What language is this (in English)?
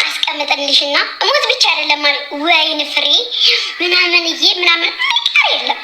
Amharic